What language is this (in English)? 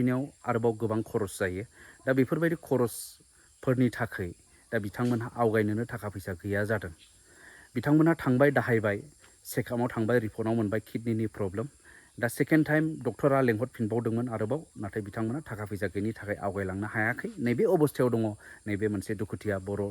Bodo